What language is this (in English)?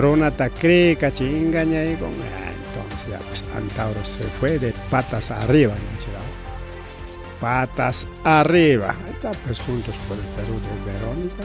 Ayacucho Quechua